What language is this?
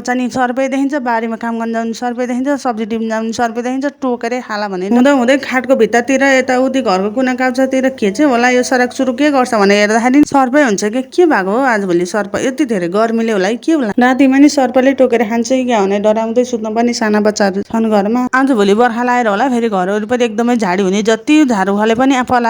Nepali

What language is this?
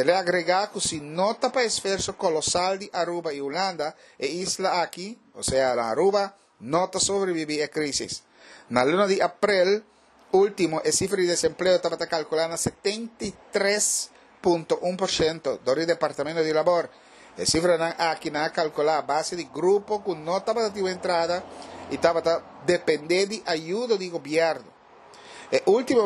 Papiamento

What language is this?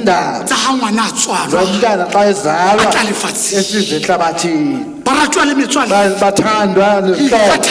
Southern Sotho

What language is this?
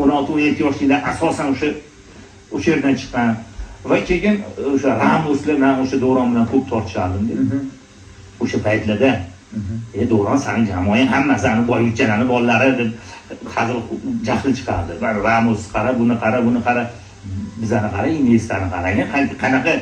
Uzbek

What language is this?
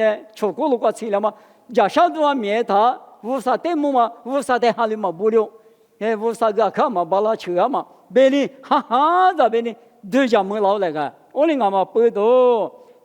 Lisu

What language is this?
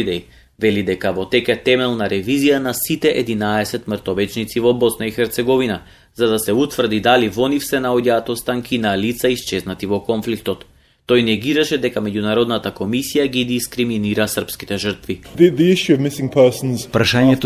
Macedonian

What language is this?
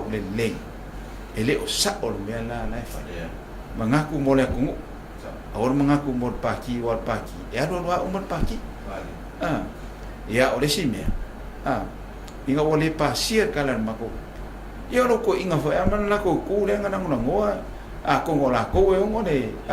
Samoan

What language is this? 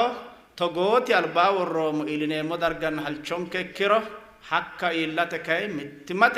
Sidamo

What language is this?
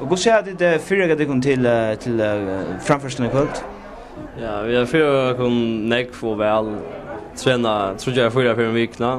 Faroese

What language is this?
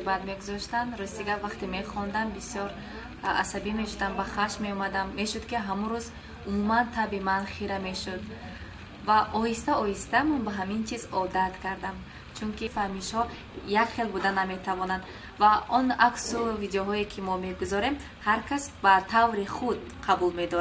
Tajik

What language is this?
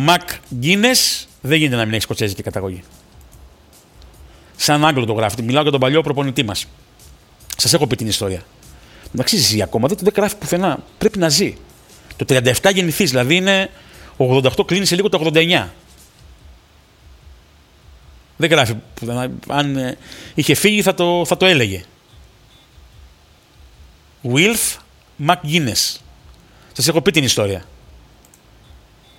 Greek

